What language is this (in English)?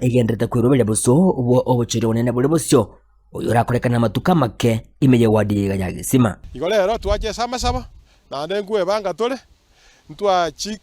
Gusii